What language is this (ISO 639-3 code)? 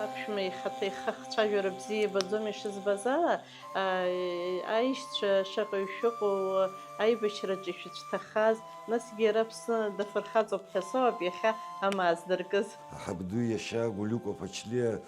abk